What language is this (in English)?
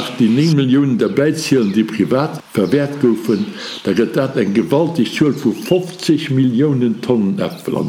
Luxembourgish